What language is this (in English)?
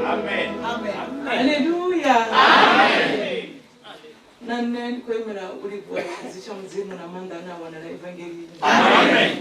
Venda